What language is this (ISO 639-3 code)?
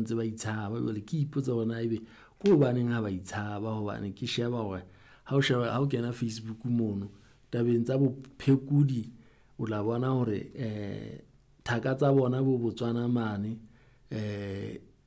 sot